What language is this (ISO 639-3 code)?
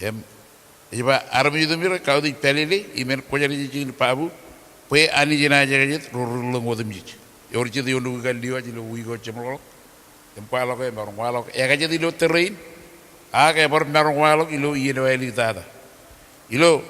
mah